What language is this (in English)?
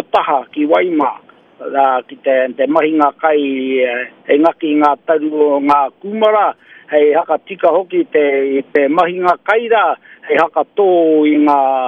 Māori